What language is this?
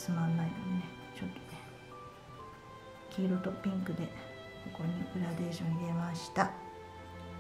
Japanese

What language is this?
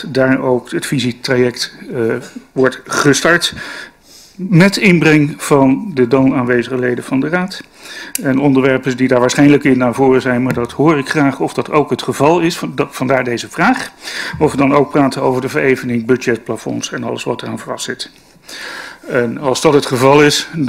Dutch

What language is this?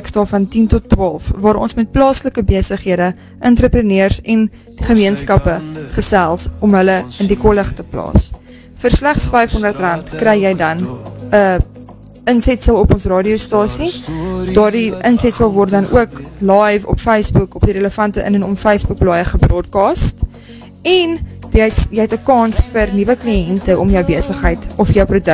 Afrikaans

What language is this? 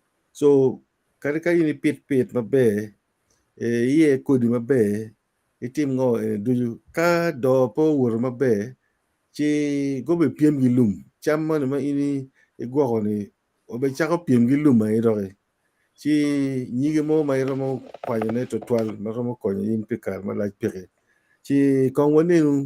Acoli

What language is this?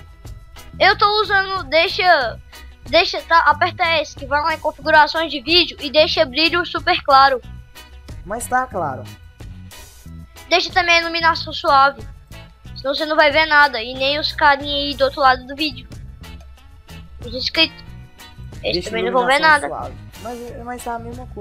Portuguese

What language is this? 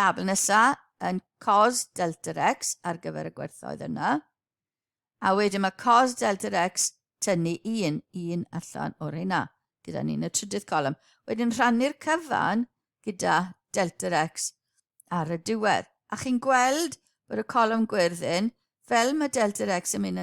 Welsh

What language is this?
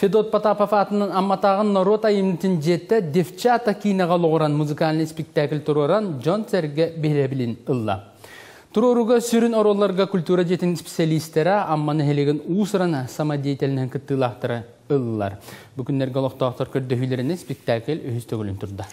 Yakut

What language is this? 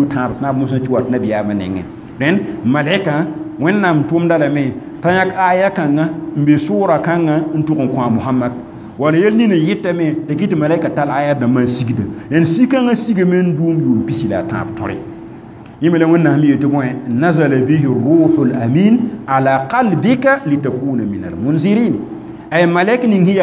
Mossi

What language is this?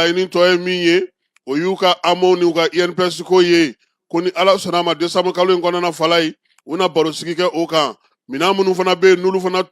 Bambara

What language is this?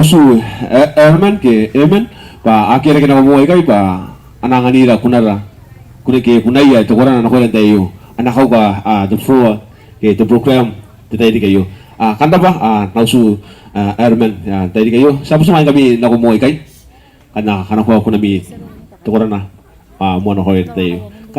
Gilbertese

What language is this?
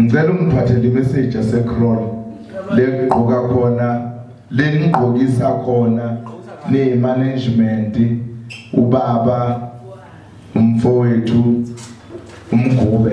Zulu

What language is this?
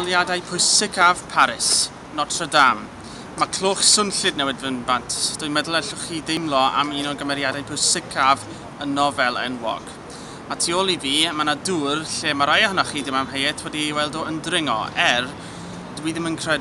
Welsh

